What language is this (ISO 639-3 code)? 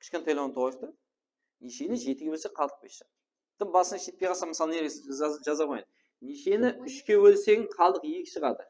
kaa